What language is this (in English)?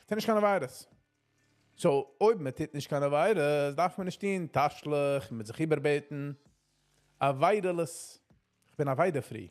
Yiddish